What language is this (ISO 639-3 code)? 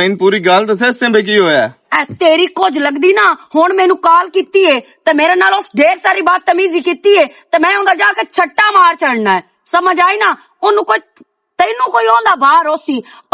lah